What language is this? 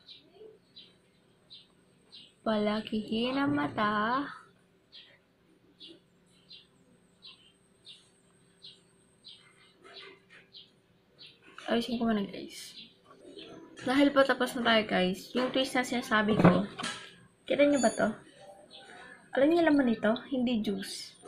Filipino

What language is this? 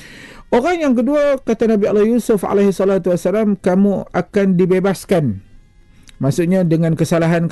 Malay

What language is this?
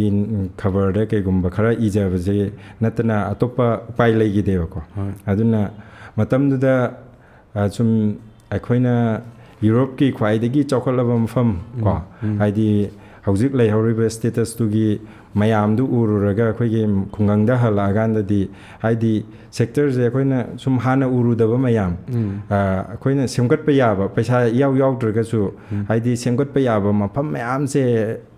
Manipuri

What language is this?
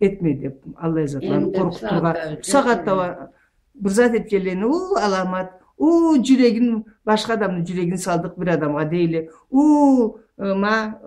Karachay-Balkar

